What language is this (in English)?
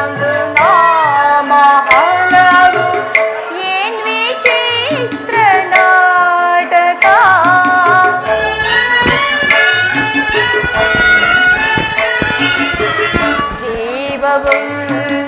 Kannada